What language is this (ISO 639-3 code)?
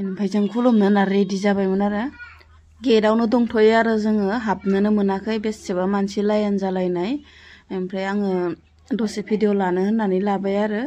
brx